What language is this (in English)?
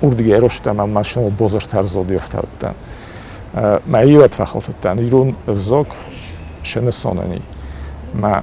Ossetic